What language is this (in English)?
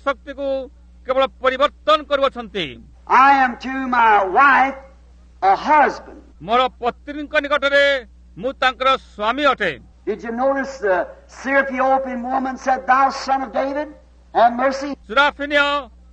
Odia